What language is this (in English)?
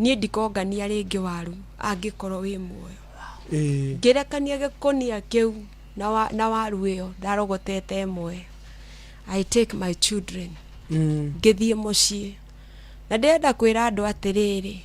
Kikuyu